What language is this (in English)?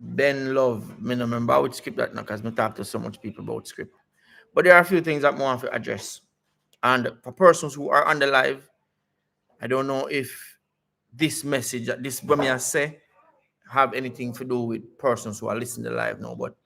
Jamaican Creole English